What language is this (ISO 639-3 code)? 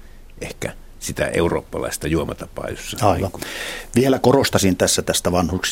fin